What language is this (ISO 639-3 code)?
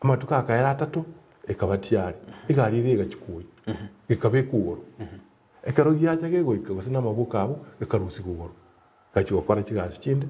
guz